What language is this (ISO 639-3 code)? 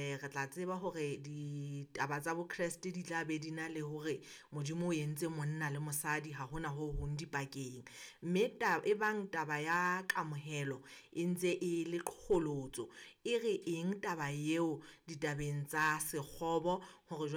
sot